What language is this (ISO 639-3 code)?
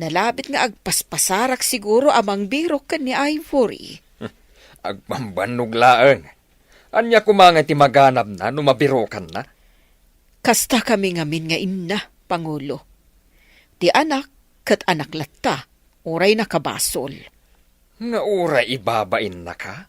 ilo